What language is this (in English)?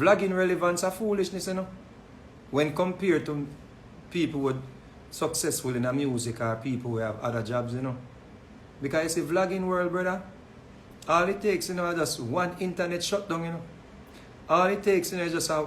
Jamaican Creole English